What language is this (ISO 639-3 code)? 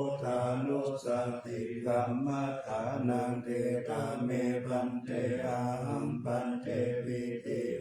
pli